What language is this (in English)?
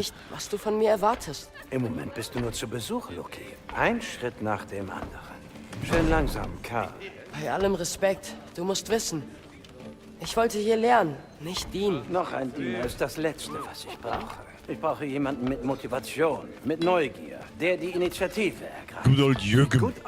Bavarian